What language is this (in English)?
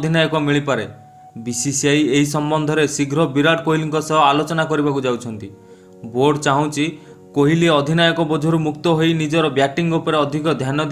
Odia